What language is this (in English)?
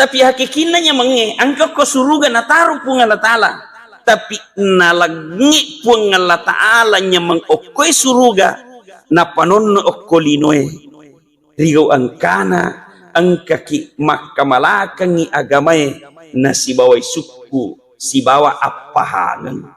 Buginese